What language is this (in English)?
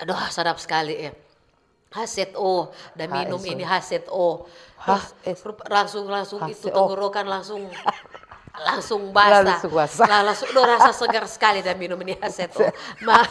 Manado Malay